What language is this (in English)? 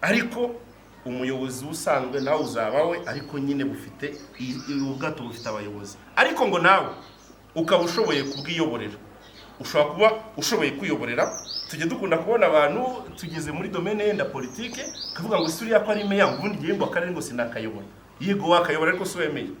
Kinyarwanda